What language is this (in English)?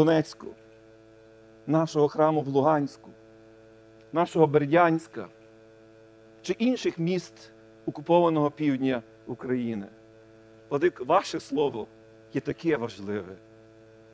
Ukrainian